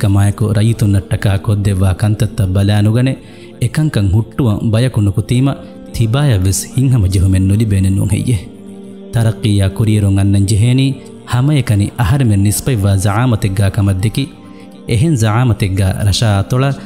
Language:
Divehi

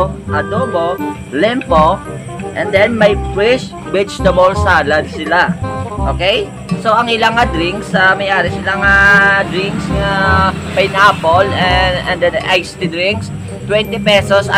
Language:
Hiligaynon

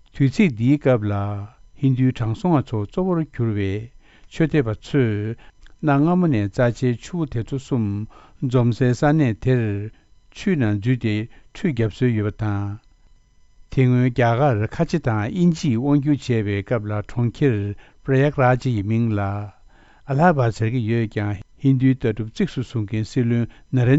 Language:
Tibetan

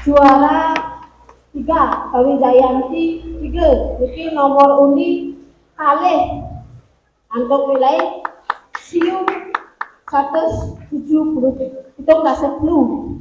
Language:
Balinese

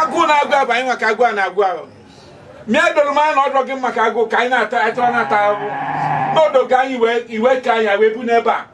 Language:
Igbo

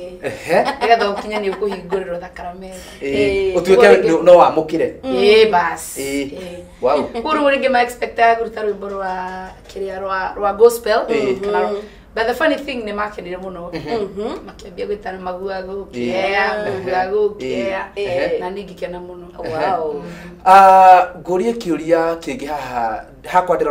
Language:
Kikuyu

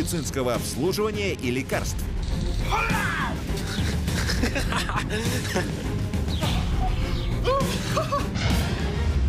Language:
Russian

